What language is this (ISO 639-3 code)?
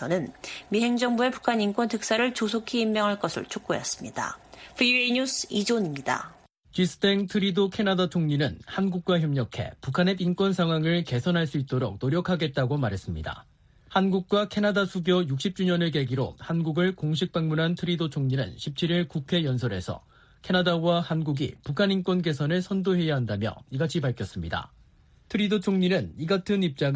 kor